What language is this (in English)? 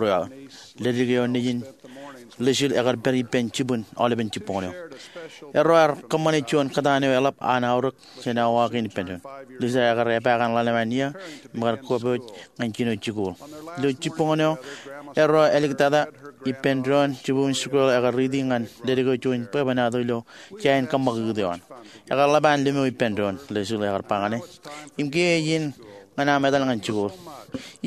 Marshallese